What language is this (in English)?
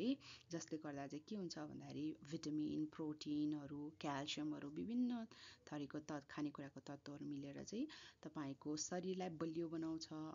Nepali